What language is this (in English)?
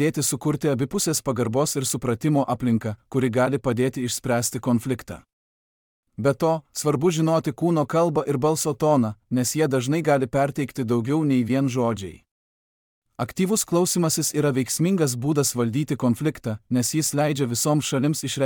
Lithuanian